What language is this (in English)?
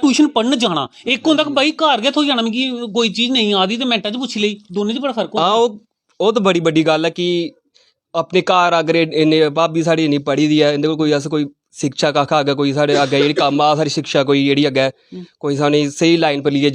Dogri